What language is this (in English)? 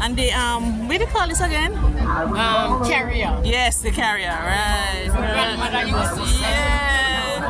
Jamaican Creole English